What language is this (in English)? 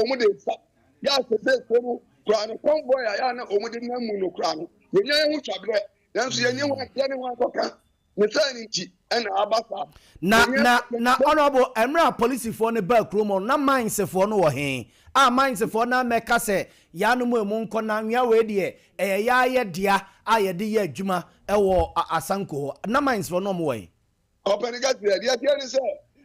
Akan